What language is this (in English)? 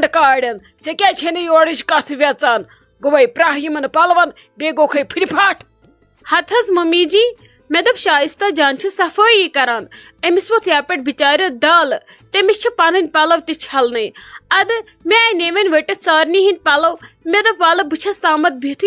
Kashmiri